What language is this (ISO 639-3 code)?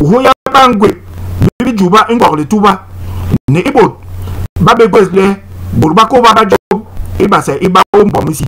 bas